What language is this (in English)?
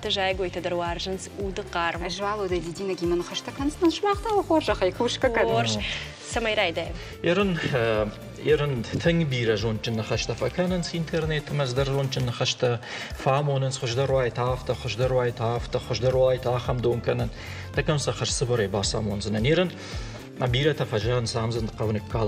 Ossetic